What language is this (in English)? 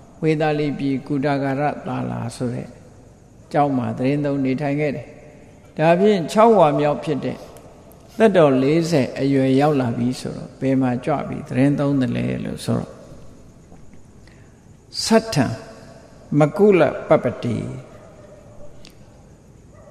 Burmese